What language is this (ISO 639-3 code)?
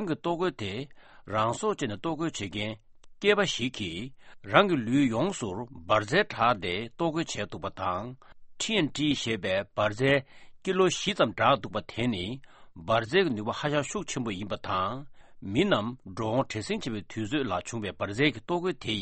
bod